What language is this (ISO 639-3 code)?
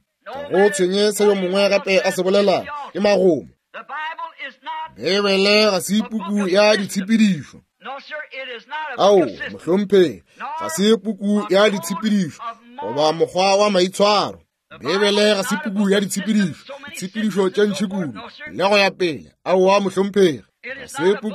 nso